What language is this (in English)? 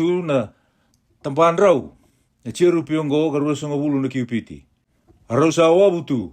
Fijian